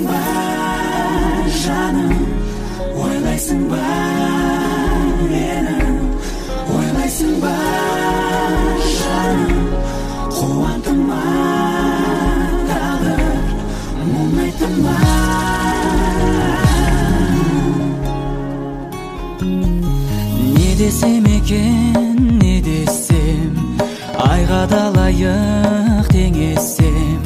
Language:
Kazakh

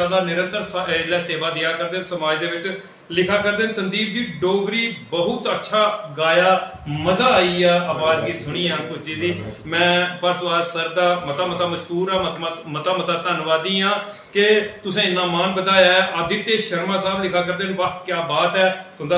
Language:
Dogri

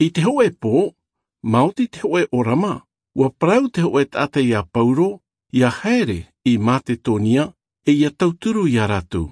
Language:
Tahitian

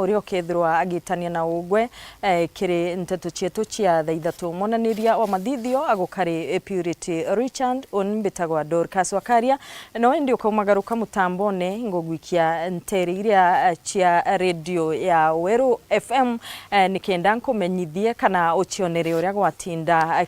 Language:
Meru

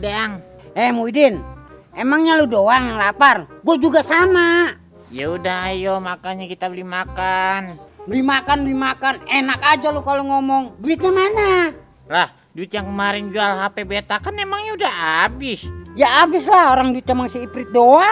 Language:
Betawi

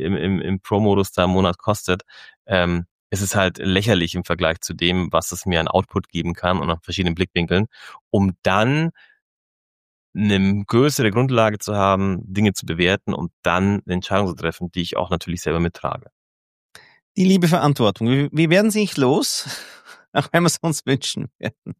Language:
German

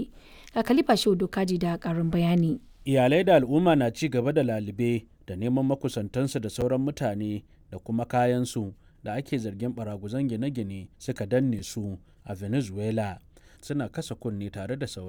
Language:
Hausa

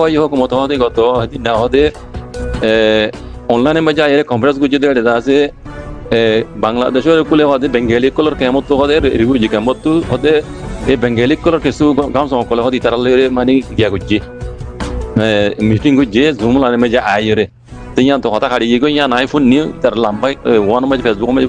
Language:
Rohingya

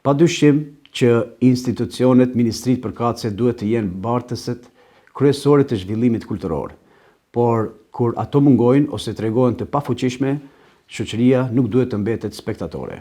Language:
Albanian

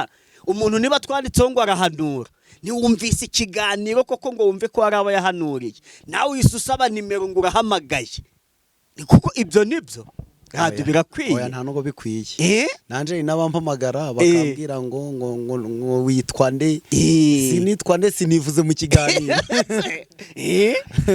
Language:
Kinyarwanda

